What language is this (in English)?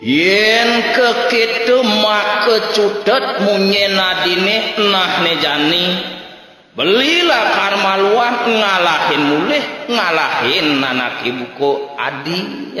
Balinese